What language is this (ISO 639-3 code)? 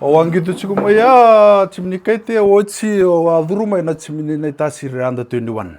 fij